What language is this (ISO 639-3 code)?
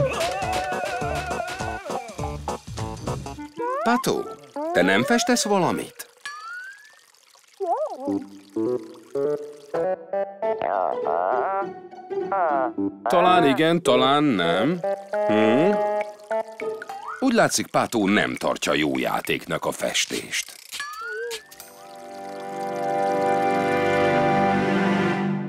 hun